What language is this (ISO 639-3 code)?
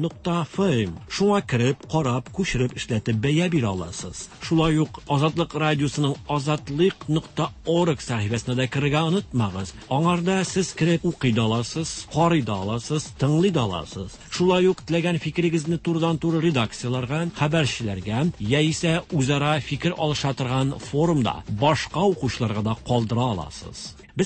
tat